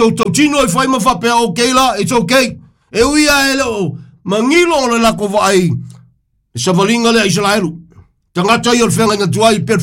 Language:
Samoan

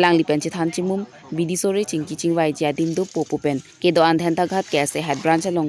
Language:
Karbi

